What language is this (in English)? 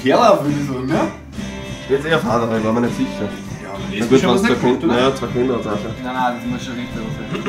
Bavarian